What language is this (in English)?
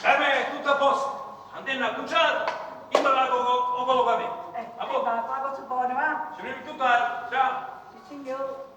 Neapolitan